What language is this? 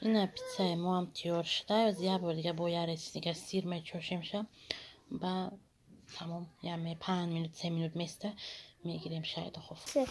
Tajik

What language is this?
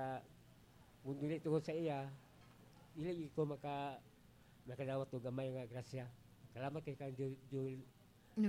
Cebuano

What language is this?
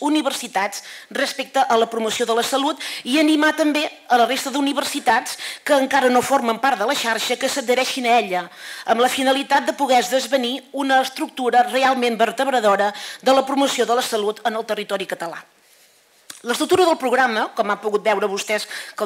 Catalan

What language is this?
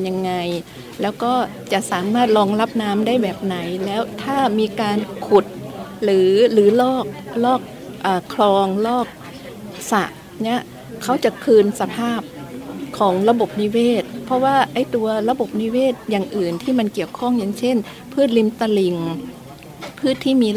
Thai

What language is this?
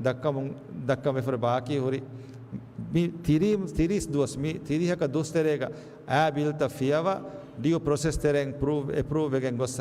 Divehi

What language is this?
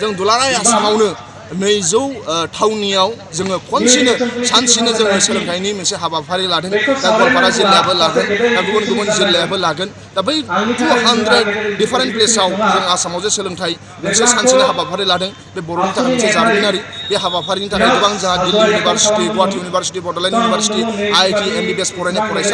Bodo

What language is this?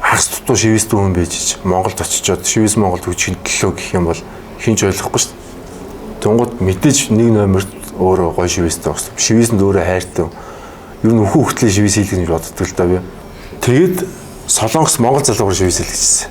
Mongolian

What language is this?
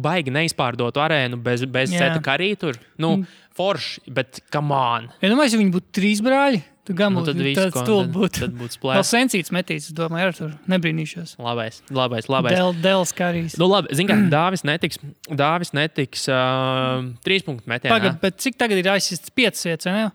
Latvian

